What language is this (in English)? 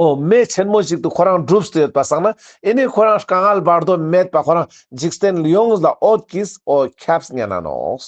Ladakhi